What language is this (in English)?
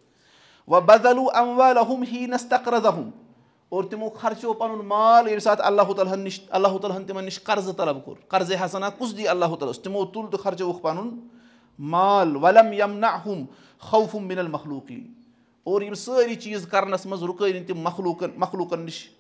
Kashmiri